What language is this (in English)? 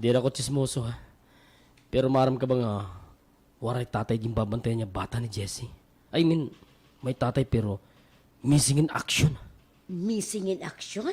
Waray